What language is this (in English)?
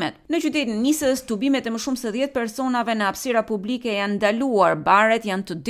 Albanian